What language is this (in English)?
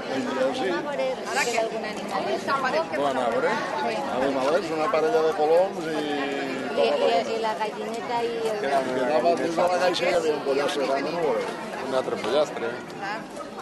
Catalan